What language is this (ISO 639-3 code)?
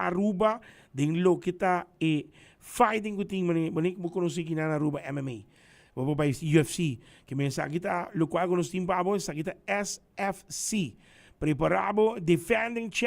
pap